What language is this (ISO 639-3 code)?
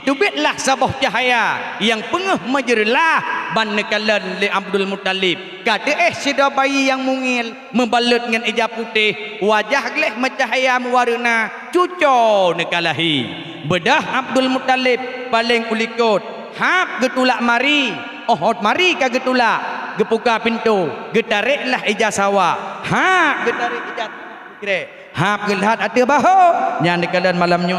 ace